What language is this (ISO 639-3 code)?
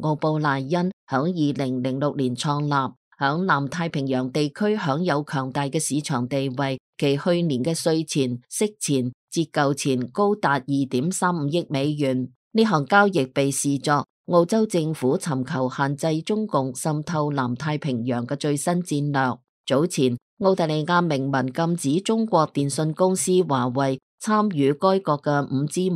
yue